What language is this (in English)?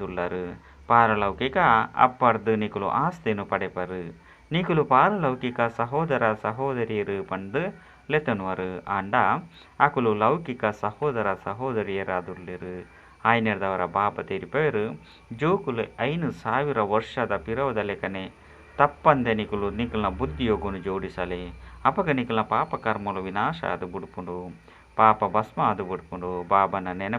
Tulu